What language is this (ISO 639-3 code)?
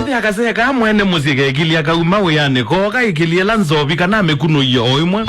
kam